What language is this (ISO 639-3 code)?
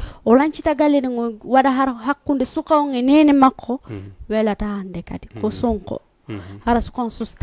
ful